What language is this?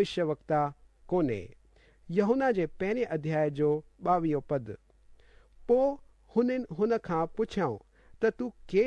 Sindhi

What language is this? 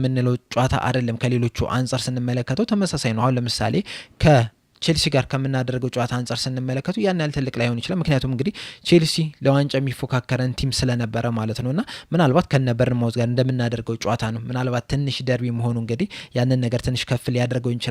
Amharic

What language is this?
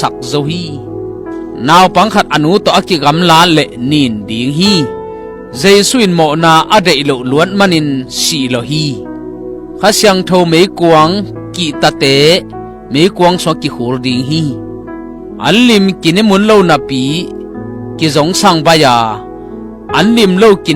Tedim Chin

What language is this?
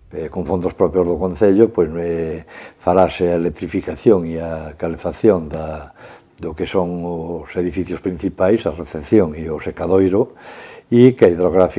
Galician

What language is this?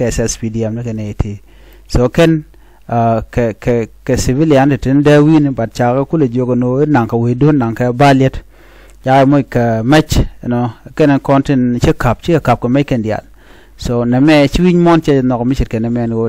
Nuer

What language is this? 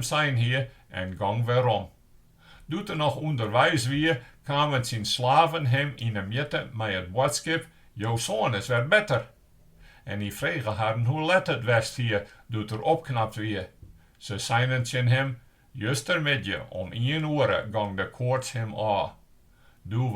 Western Frisian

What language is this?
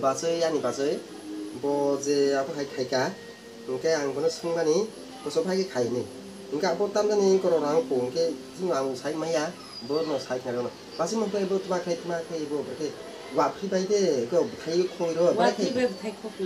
Kok Borok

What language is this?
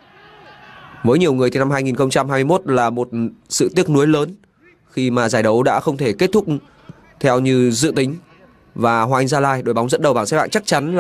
Vietnamese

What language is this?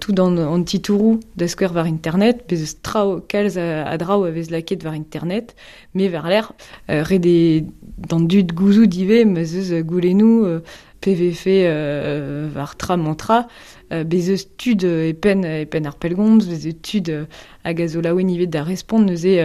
Breton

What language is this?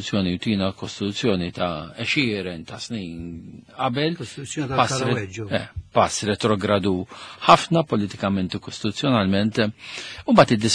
Maltese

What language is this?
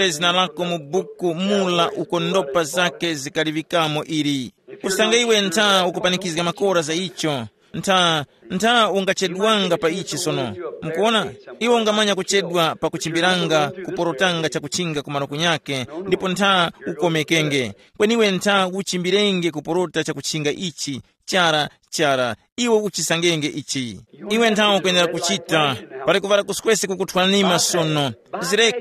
Tumbuka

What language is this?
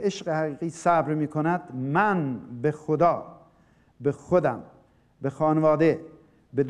Persian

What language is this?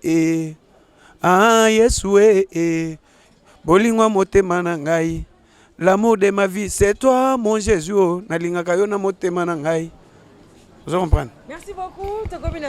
Lingala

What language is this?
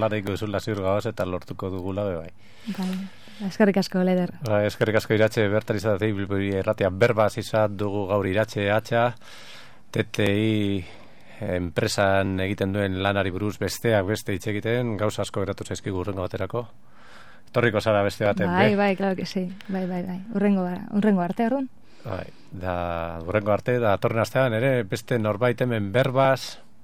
Basque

